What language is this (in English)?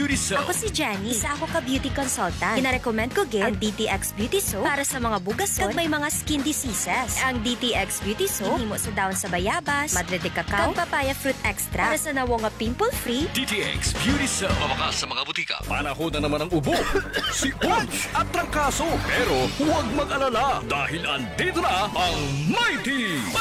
Hiligaynon